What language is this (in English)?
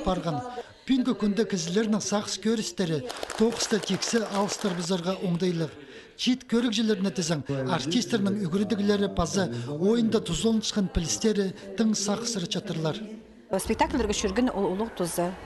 Khakas